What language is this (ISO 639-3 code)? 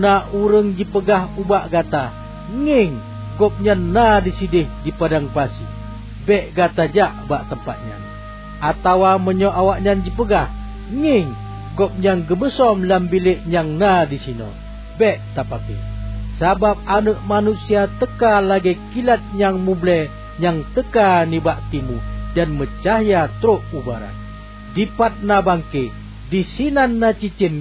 ace